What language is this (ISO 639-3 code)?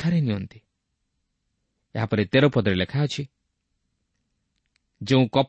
ori